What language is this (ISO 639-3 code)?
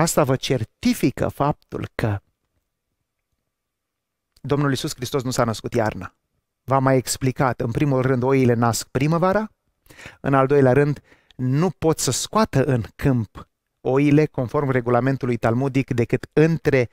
ron